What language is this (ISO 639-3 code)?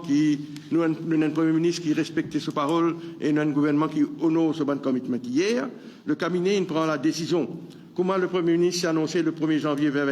mfe